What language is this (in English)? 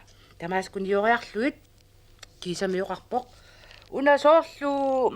Kalaallisut